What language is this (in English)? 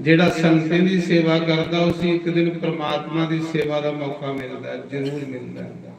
Dogri